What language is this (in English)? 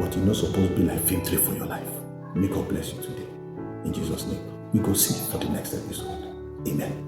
Nigerian Pidgin